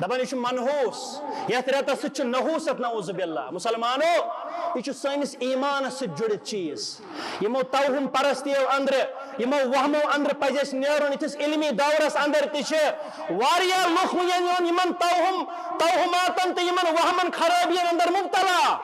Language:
Kashmiri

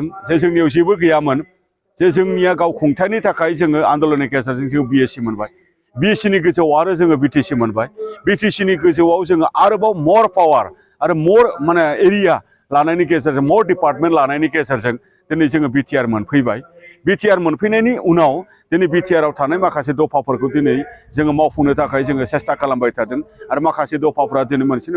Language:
Bodo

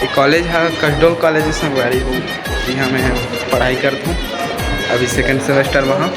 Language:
Chhattisgarhi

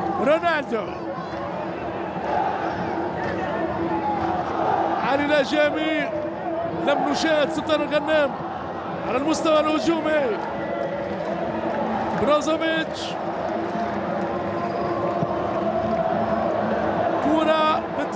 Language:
Arabic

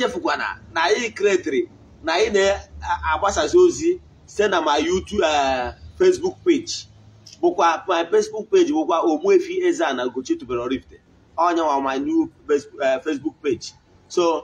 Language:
Igbo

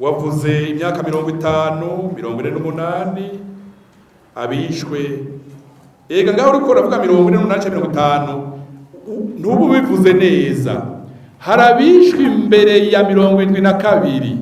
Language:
Rundi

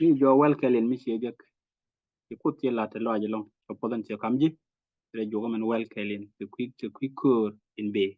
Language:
Nuer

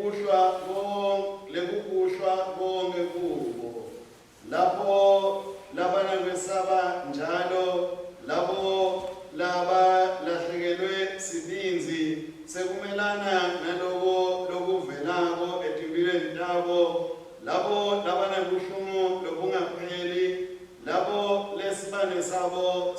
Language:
Swati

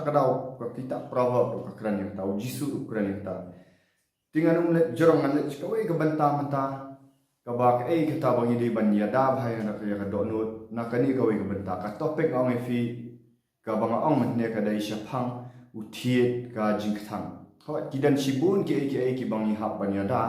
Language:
Khasi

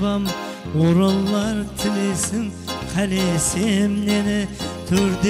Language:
Kara-Kalpak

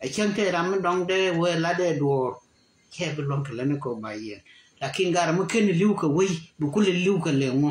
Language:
Nuer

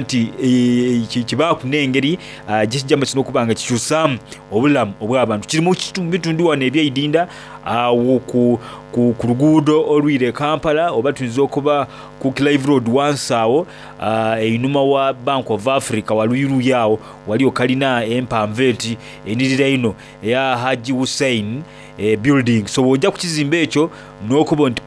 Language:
Soga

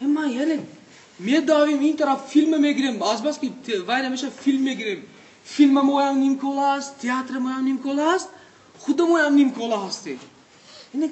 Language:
Tajik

